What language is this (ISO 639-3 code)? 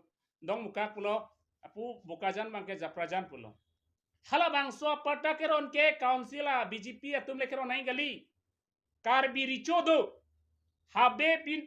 mjw